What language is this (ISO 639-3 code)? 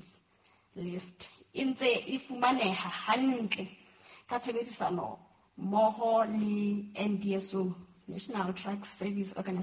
sot